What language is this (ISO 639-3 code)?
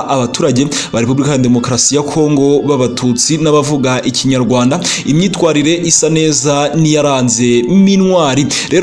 kin